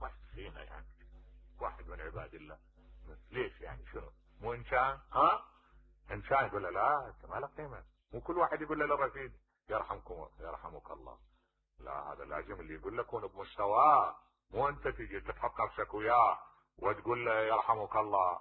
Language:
Mesopotamian Arabic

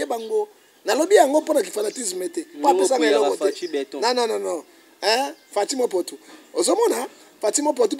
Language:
Lingala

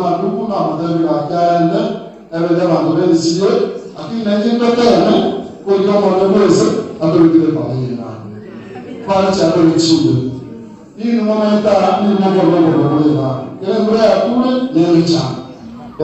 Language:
Gusii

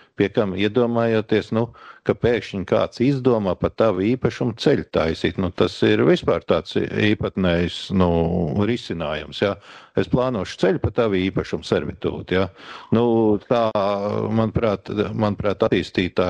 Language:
Latvian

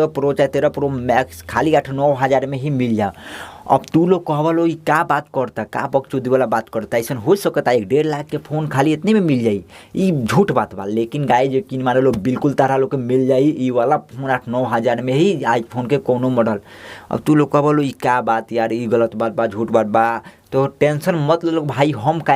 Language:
Bhojpuri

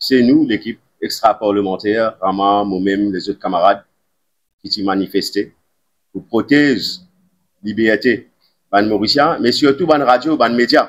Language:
Morisyen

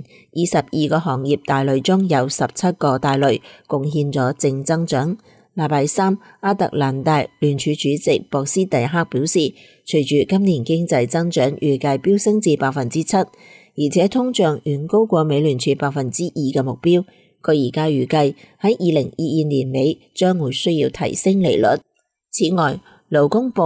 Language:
Cantonese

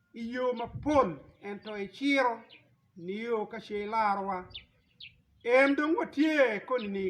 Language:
Acoli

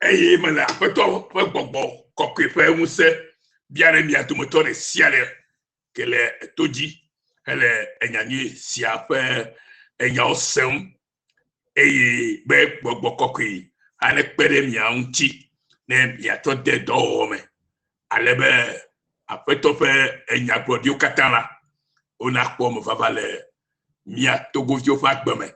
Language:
Ewe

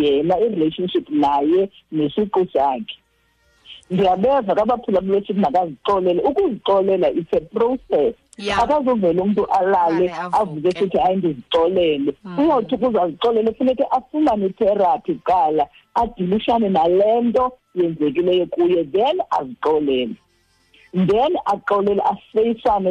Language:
Xhosa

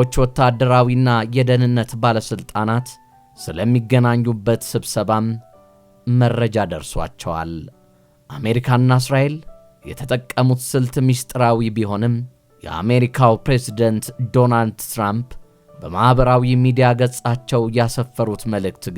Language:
Amharic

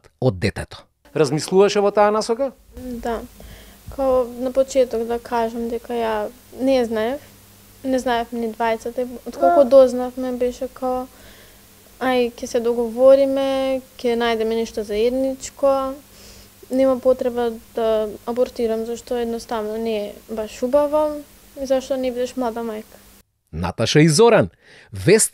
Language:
Macedonian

